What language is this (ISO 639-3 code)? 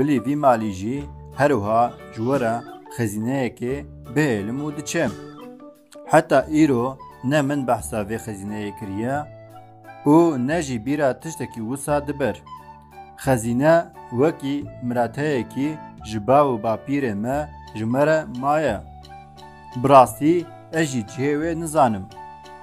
kur